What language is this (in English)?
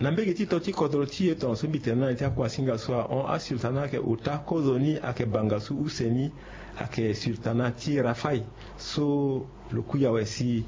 Sango